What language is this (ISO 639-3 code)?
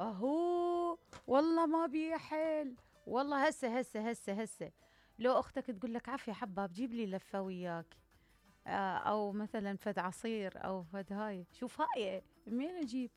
acm